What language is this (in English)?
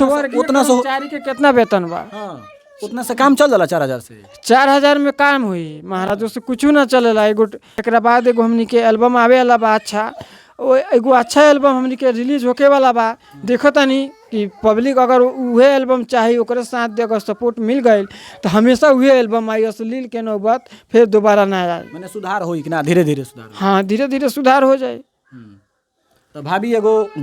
Bhojpuri